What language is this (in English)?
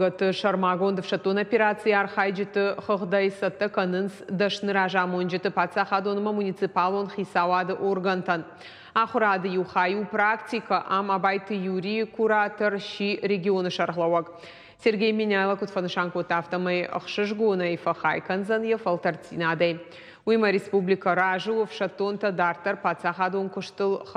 Ossetic